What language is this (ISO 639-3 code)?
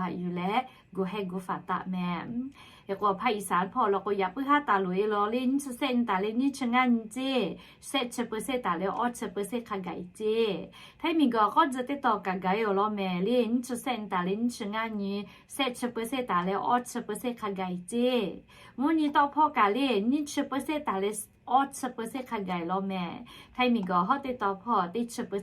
lhu